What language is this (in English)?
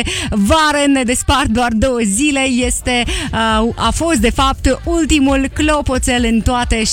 Romanian